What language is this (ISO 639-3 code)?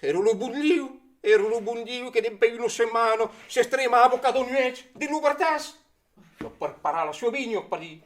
oci